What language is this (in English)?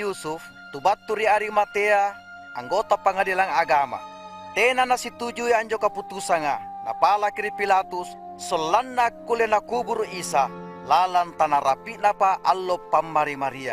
Makasar